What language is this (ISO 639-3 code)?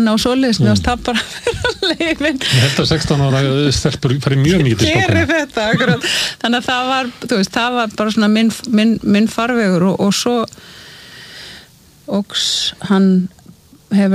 isl